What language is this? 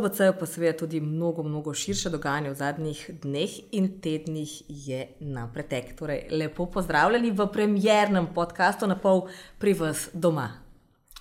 Slovenian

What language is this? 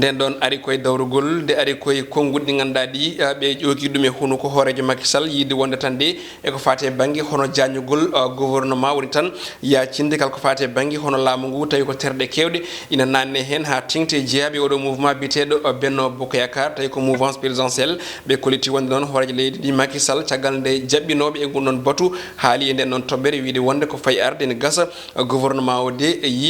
Fula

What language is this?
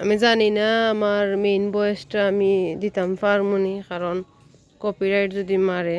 Sylheti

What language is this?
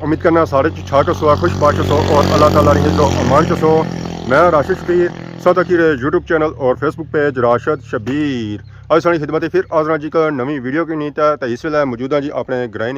Pahari-Potwari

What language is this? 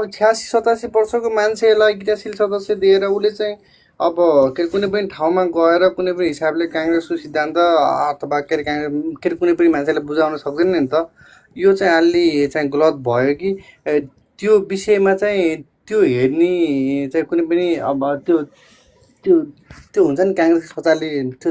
Nepali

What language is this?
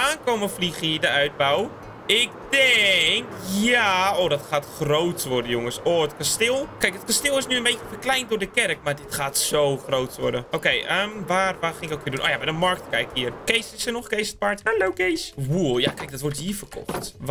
Dutch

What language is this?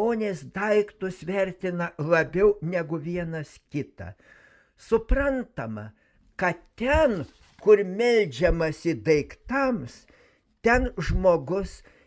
Lithuanian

